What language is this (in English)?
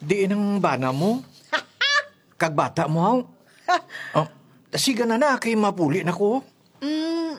Hiligaynon